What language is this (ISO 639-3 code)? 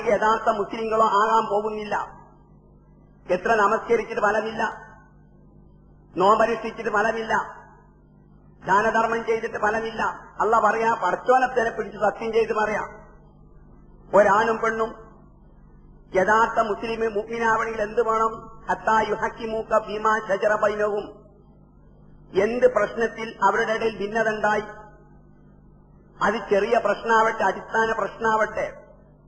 mal